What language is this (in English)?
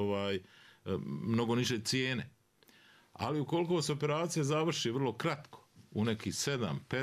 Bosnian